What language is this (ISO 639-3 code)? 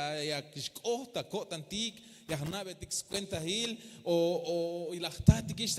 tzh